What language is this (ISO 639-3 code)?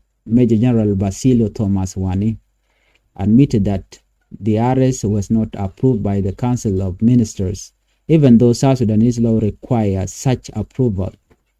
nus